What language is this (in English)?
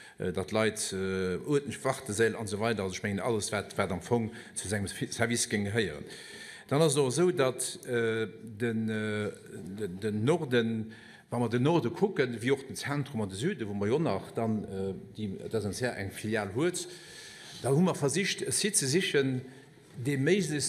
Luxembourgish